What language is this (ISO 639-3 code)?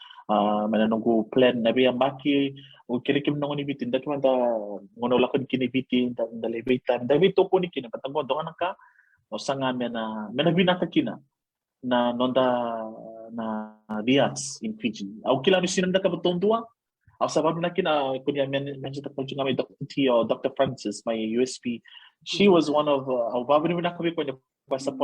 fij